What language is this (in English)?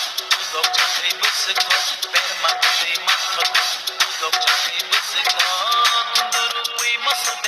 Kok Borok